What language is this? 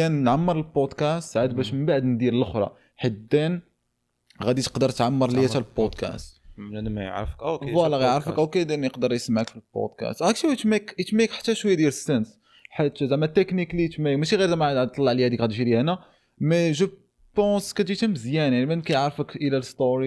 Moroccan Arabic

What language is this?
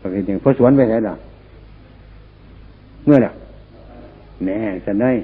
Northeastern Thai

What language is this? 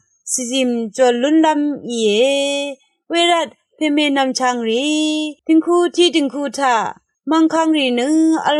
Rawang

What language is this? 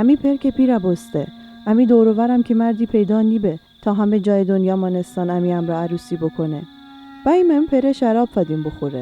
Gilaki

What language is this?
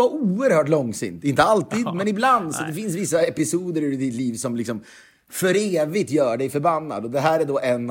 Swedish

